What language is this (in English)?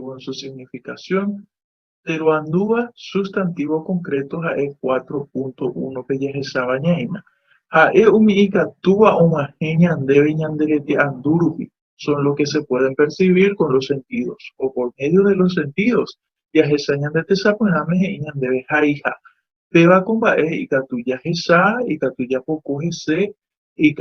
Guarani